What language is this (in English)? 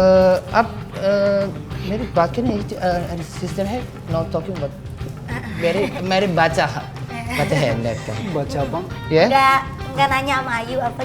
Betawi